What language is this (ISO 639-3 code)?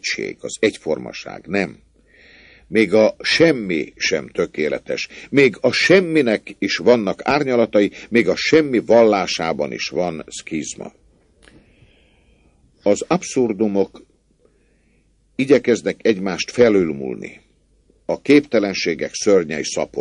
hun